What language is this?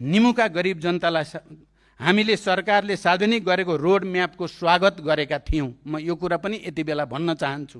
Nepali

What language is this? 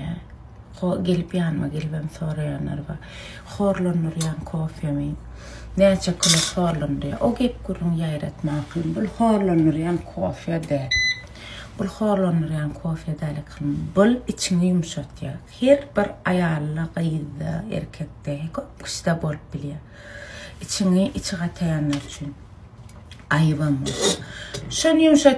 Turkmen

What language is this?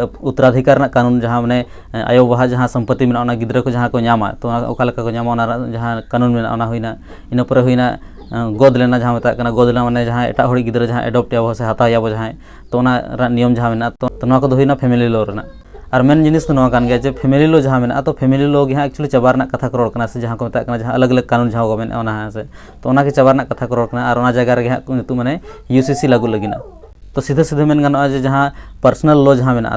Santali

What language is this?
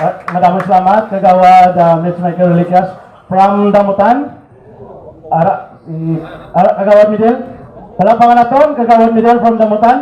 Hiligaynon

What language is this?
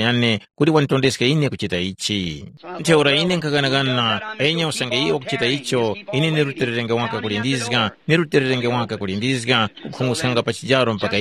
Tumbuka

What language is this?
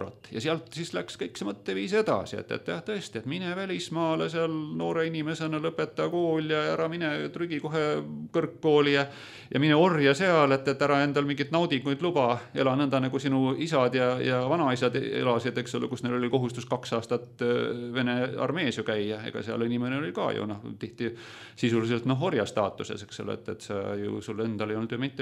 Estonian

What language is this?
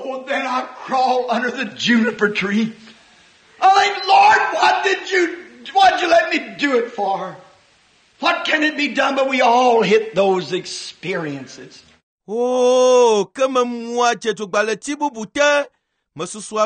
Ewe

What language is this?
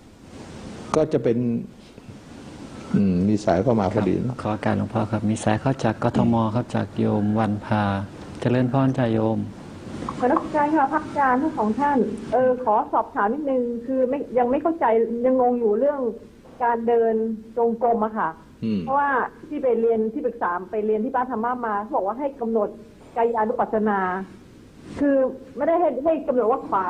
Thai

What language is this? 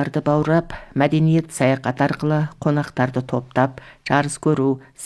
Kazakh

